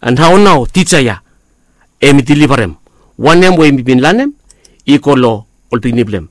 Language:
Bislama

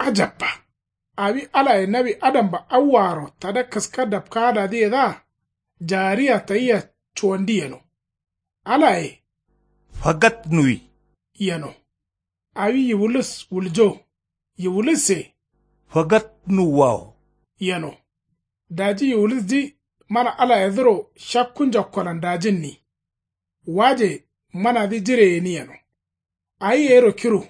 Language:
Kanuri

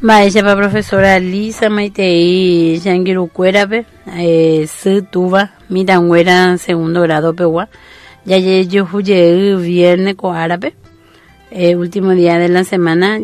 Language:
Guarani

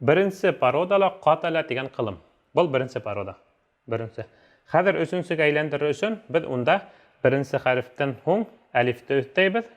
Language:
Bashkir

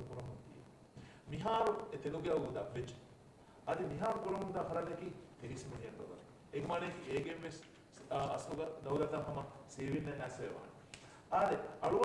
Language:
Divehi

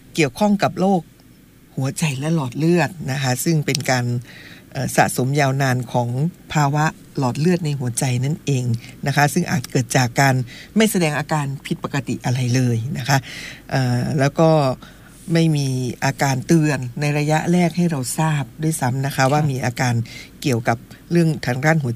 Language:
Thai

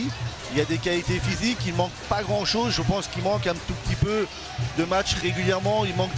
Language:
French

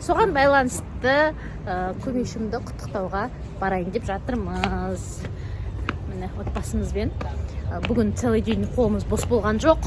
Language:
Kazakh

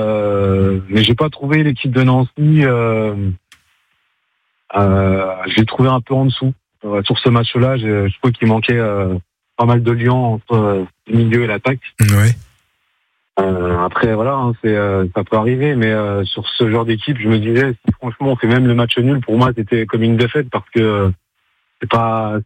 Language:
French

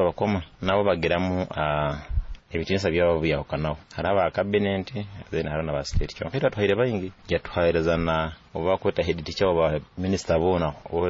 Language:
Nyoro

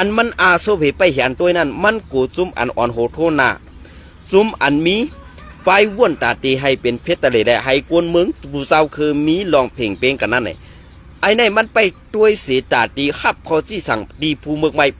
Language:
Shan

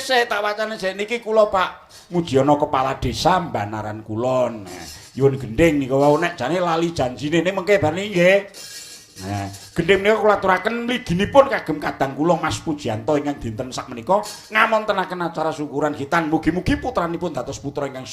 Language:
Javanese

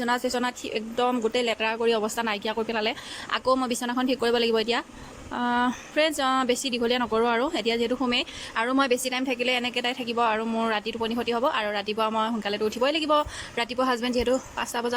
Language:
Assamese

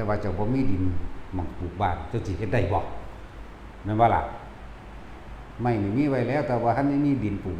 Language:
Lao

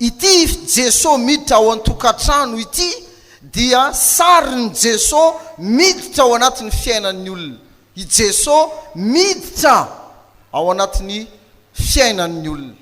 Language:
Malagasy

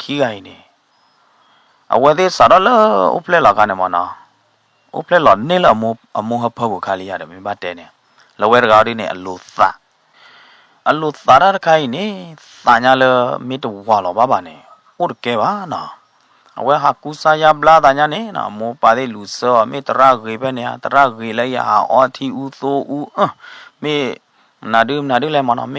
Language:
S'gaw Karen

